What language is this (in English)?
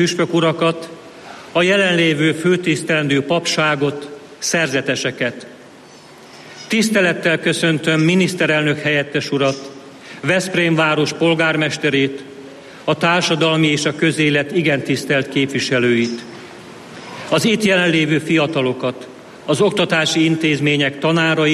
Hungarian